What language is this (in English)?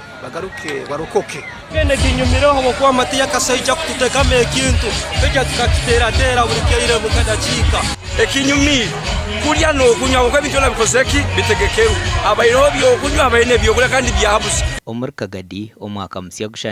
Nyankole